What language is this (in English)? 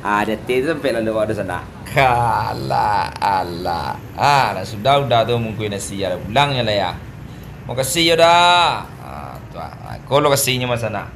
Minangkabau